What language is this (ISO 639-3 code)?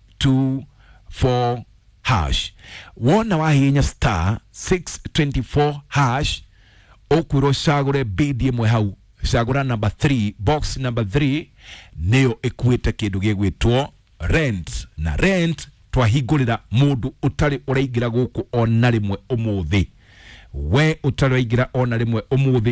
kik